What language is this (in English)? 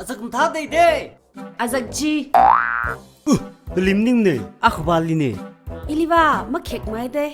Tangkhul Naga (India)